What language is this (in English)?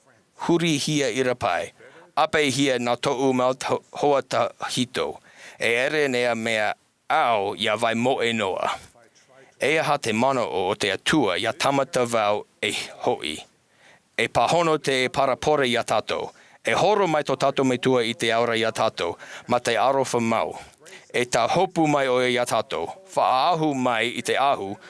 Tahitian